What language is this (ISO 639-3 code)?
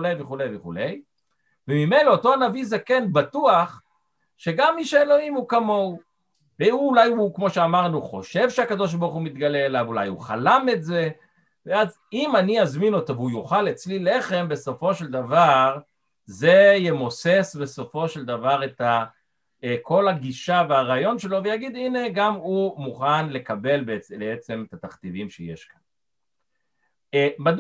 heb